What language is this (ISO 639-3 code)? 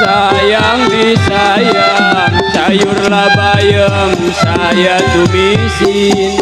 bew